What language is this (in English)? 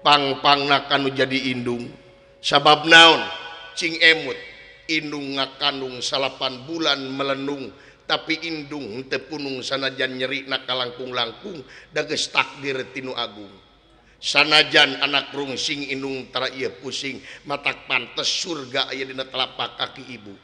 Sundanese